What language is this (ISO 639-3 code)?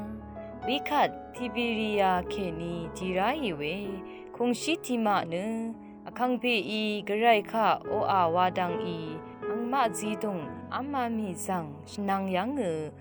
raw